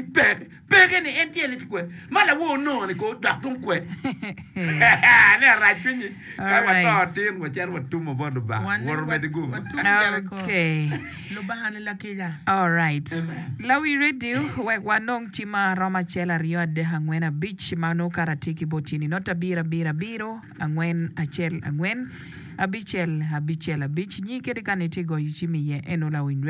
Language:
Acoli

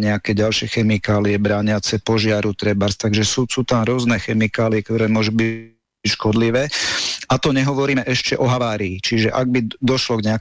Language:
Slovak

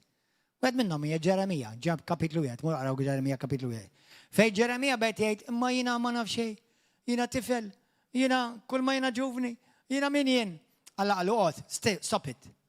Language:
Maltese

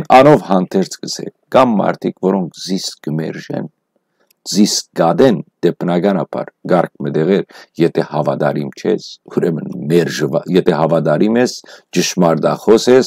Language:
Western Armenian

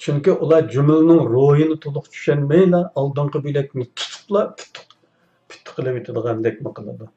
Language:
Uyghur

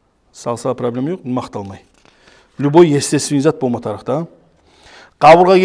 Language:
Kumyk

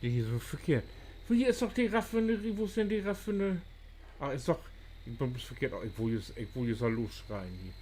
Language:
Low German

